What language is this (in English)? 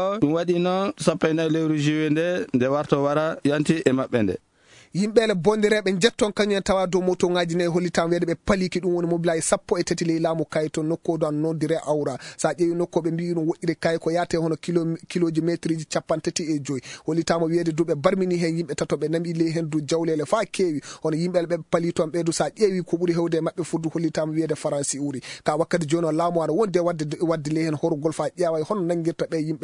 Fula